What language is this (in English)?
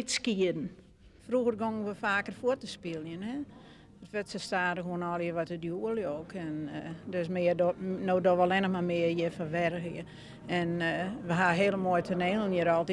Western Frisian